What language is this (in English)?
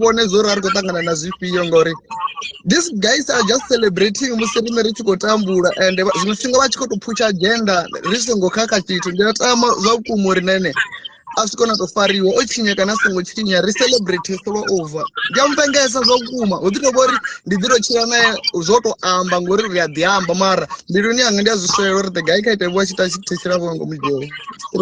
Venda